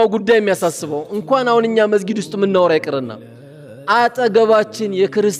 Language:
Amharic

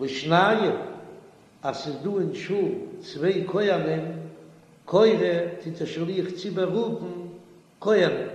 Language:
Yiddish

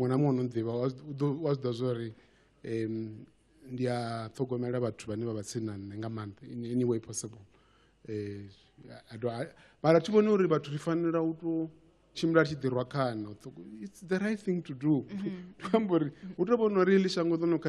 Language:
Venda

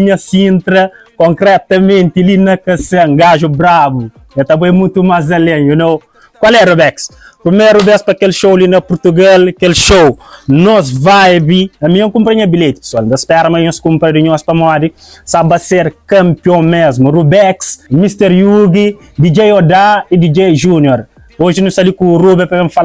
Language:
Kabuverdianu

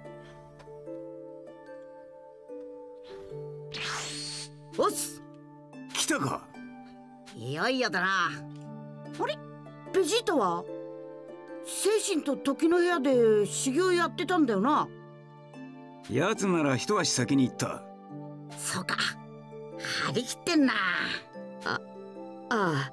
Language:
Japanese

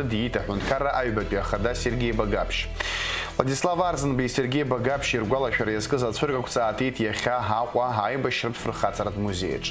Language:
Abkhazian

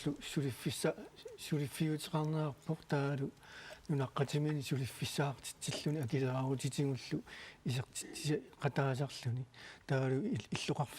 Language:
Kalaallisut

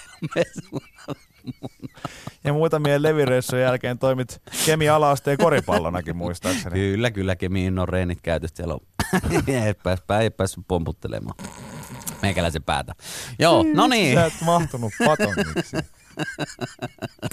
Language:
Finnish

